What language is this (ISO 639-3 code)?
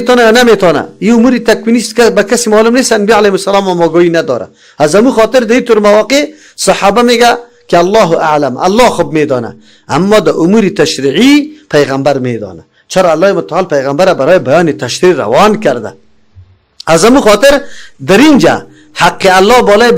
fas